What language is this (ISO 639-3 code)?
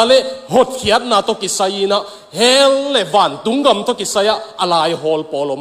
ctd